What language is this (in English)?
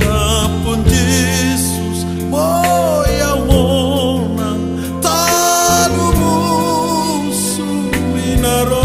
Batak Toba